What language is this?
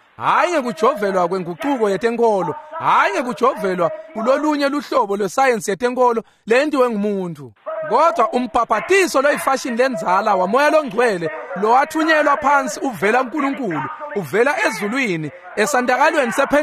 Swati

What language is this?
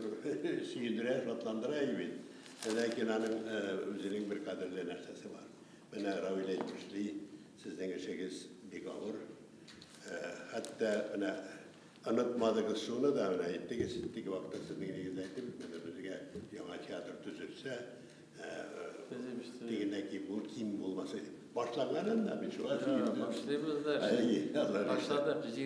Tatar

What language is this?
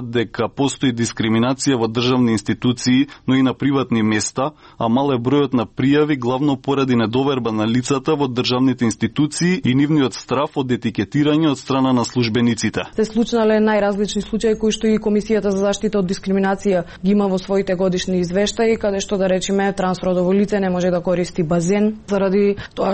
Macedonian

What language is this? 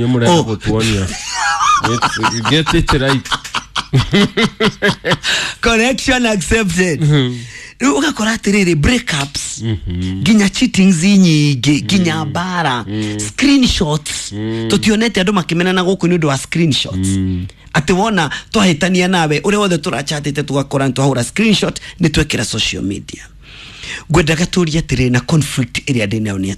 Kikuyu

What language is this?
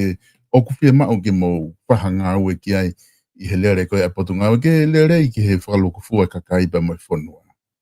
Tongan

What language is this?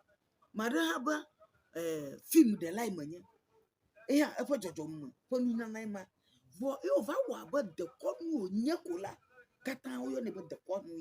Ewe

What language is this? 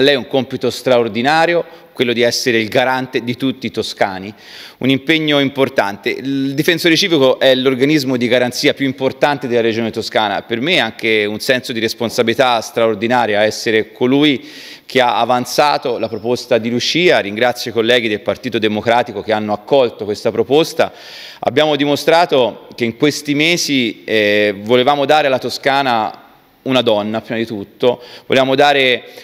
Italian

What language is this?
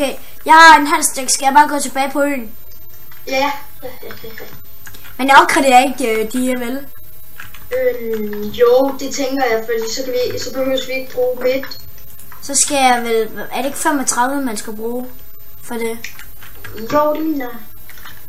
Danish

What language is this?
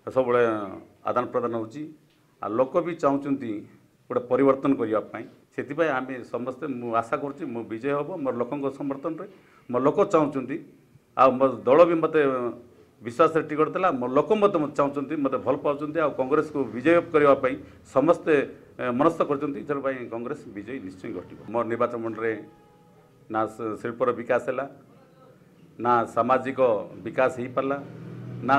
Odia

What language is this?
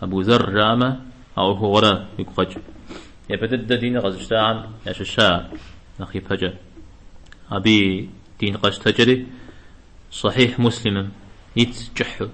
Kabardian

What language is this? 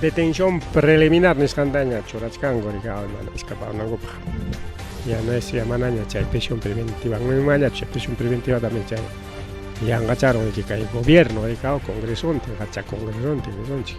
Ayacucho Quechua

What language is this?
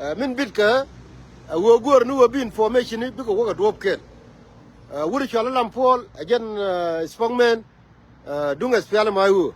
Nuer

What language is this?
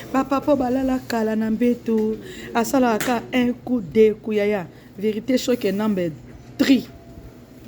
Lingala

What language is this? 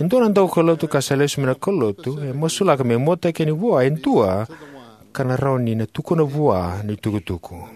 Fijian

